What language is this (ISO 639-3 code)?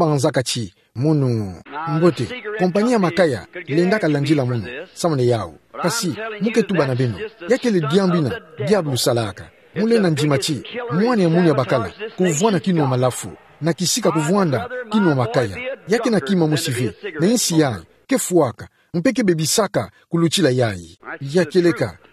ktu